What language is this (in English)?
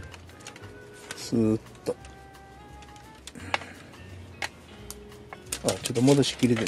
Japanese